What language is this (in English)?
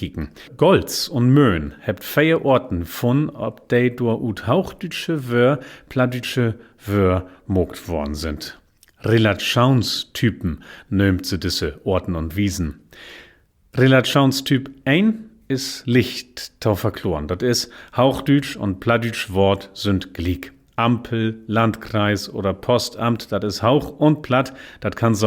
Low German